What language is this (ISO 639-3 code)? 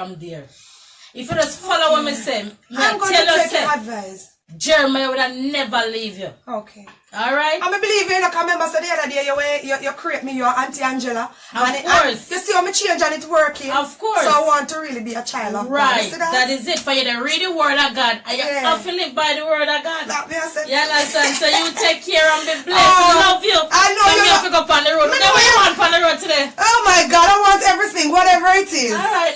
jam